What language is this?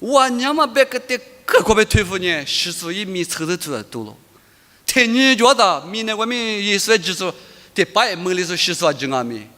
Lisu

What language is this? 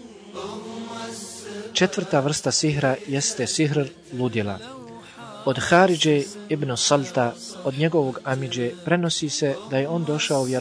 Bosnian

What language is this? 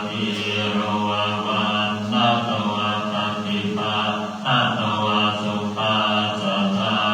Pali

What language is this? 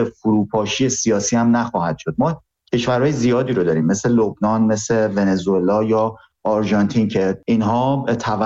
Persian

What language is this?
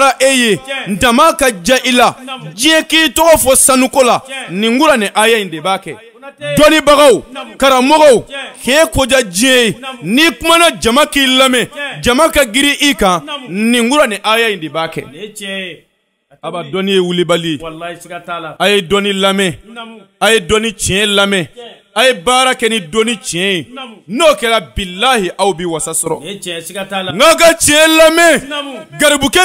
Bambara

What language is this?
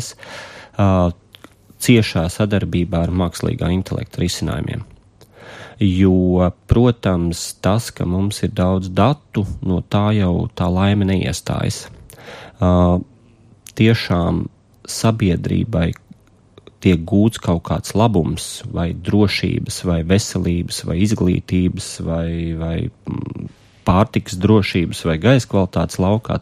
Latvian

